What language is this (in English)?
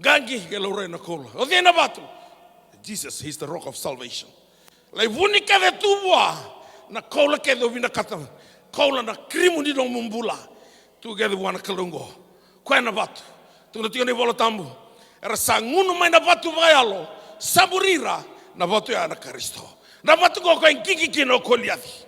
Fijian